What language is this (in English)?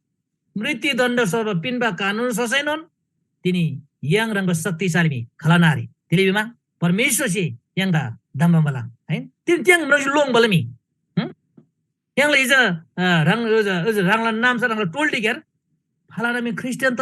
Eastern Tamang